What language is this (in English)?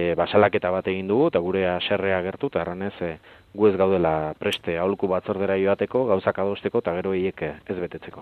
Basque